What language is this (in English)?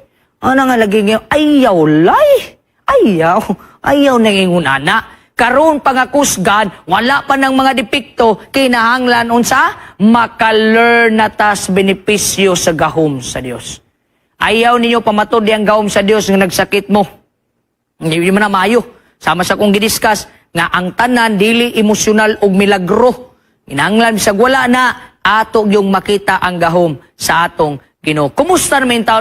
Cebuano